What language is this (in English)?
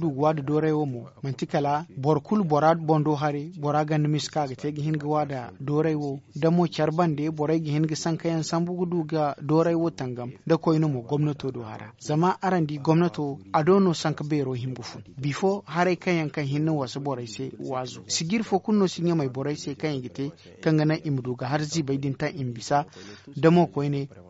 Zarma